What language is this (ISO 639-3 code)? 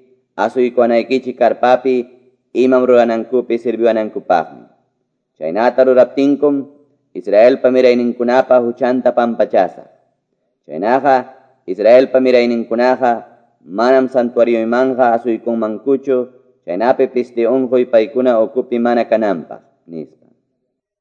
que